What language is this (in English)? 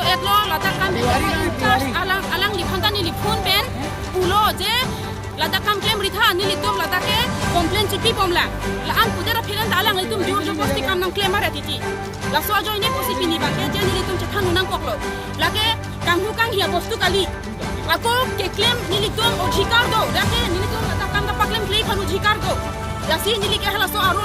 Karbi